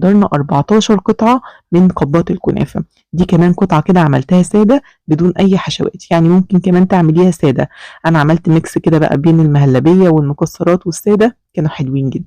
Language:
Egyptian Arabic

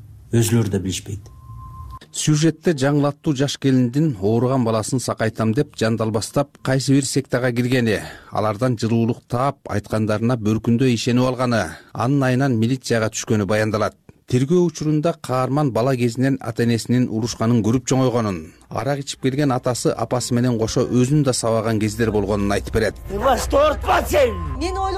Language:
Kyrgyz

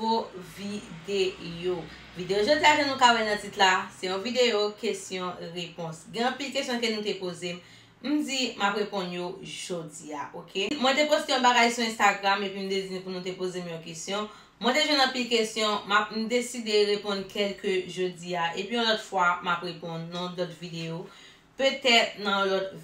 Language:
Haitian Creole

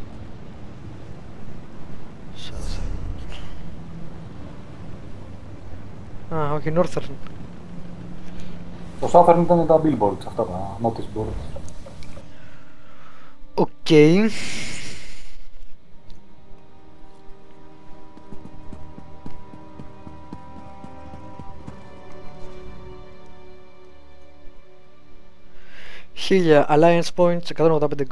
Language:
Greek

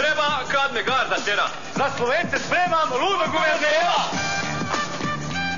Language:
Croatian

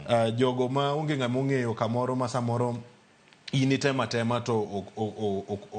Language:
Luo (Kenya and Tanzania)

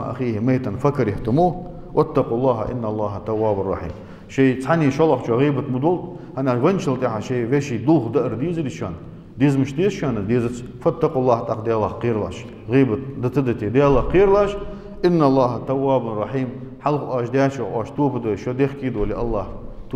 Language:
Ingush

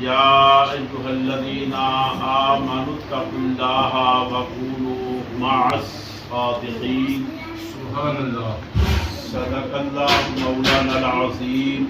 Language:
Pahari-Potwari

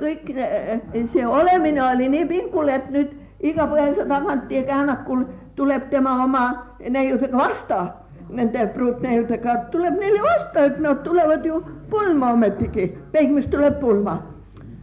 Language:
Estonian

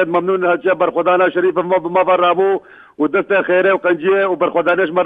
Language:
Kurdish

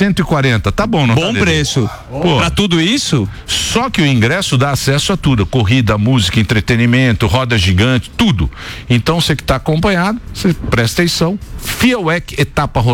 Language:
Portuguese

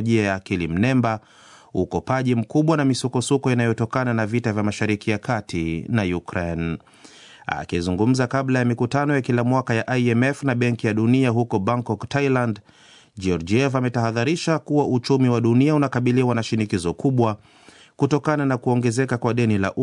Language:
Swahili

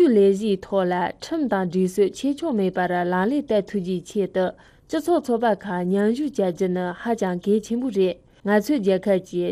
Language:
Tibetan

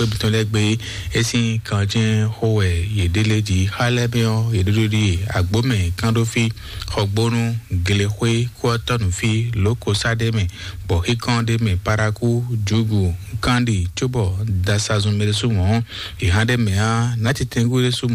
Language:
Fon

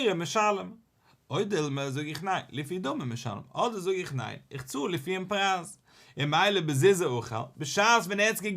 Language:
Yiddish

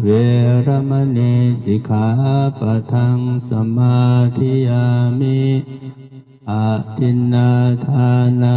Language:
Pali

